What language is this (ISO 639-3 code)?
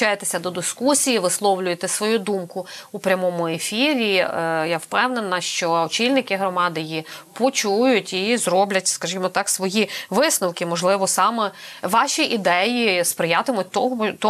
ukr